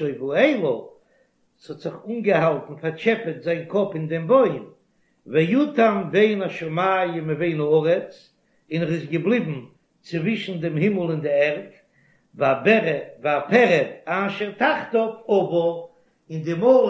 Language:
Yiddish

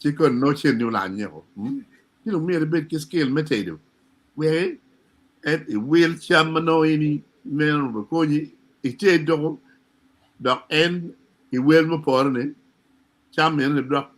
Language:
Acoli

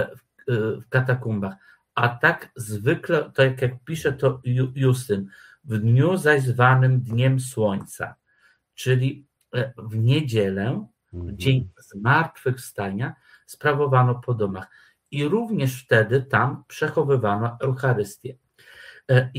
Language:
Polish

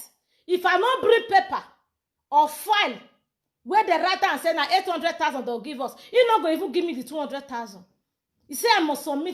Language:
Nigerian Pidgin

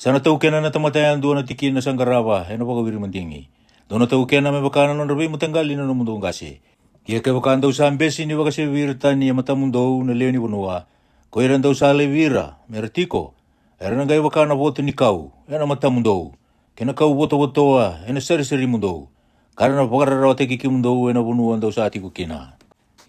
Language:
Fijian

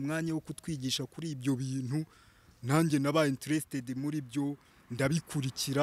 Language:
Kinyarwanda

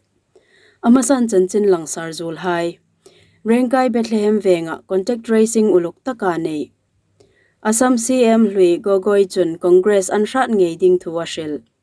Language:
Hmar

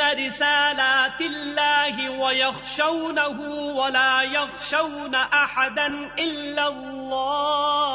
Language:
Urdu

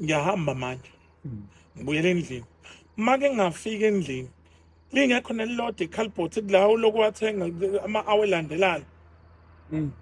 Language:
Zulu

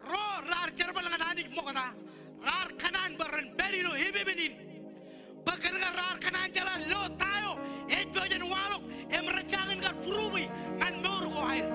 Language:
Marshallese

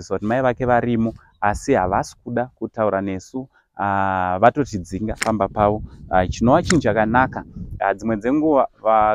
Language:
Shona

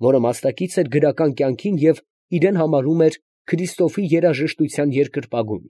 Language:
Armenian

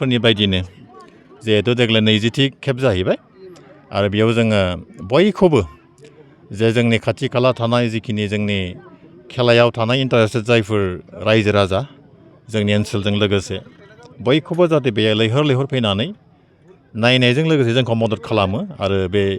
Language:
Bodo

